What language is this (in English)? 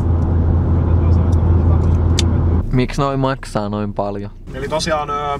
Finnish